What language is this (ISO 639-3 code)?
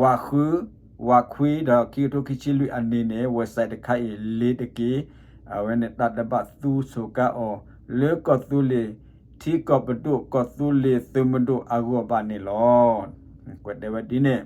ksw